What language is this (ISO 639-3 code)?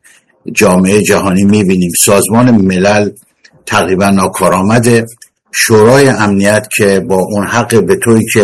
fas